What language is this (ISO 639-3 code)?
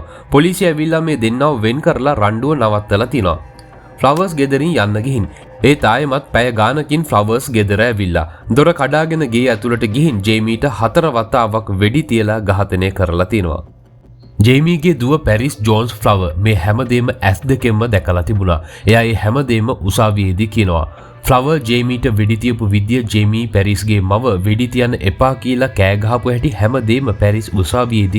sin